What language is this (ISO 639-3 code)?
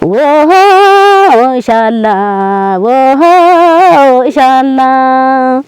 kbr